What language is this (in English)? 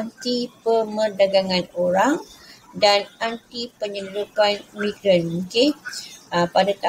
Malay